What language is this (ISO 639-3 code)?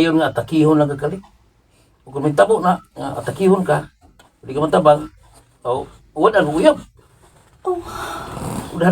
ceb